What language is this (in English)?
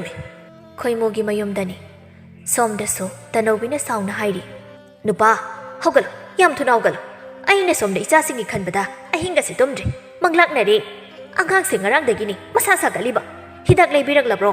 Manipuri